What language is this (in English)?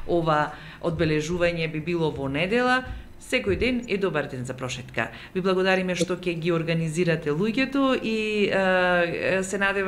Macedonian